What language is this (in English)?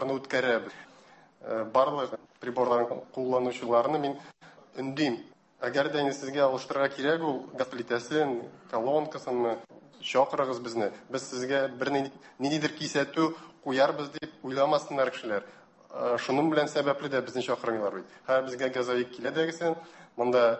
Tatar